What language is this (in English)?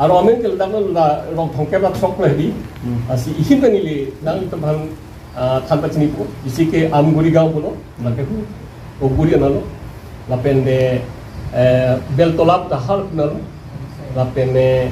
Karbi